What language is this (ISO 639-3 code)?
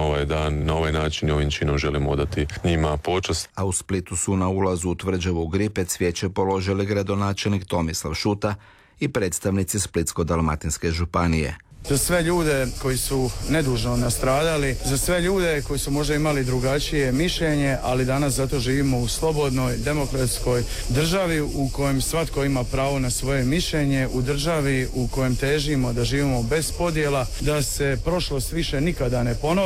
hrv